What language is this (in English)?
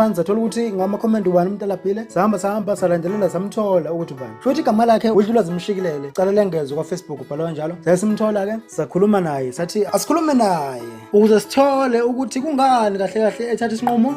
Zulu